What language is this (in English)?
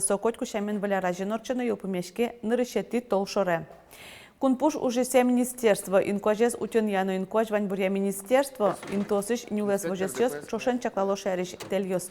Udmurt